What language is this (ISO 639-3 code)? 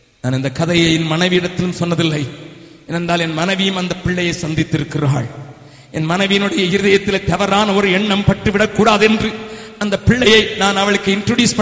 tam